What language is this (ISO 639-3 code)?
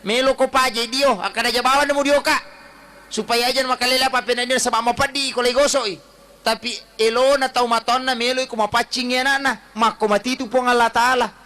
bug